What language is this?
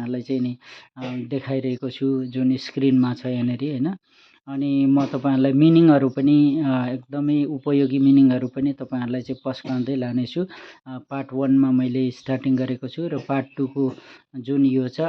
Nepali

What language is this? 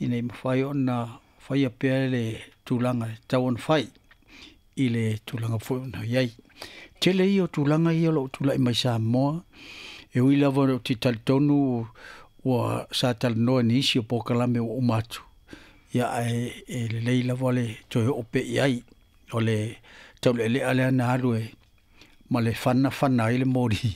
Samoan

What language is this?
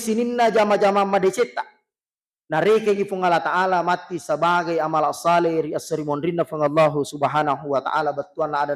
Buginese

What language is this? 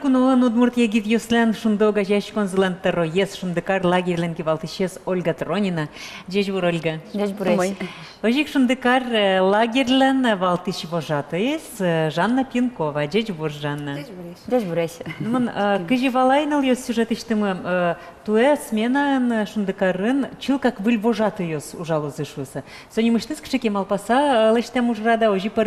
Udmurt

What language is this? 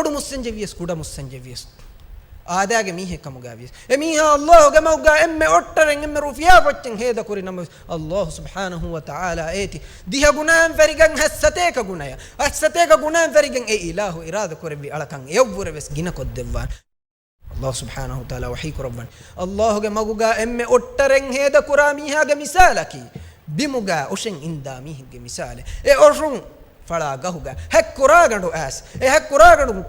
Divehi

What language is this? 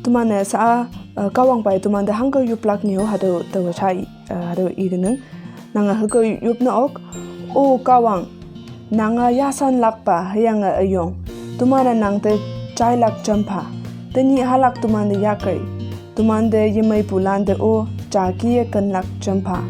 Konyak Naga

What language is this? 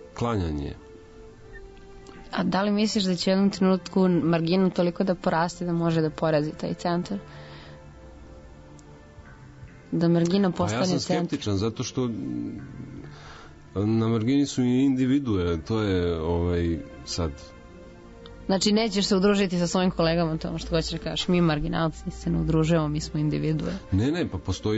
Serbian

